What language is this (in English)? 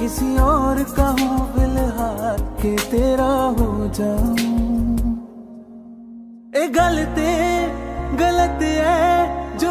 Hindi